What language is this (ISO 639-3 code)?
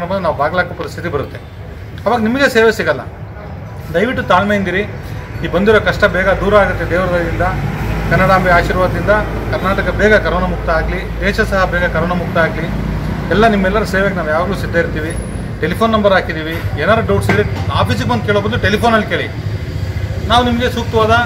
kan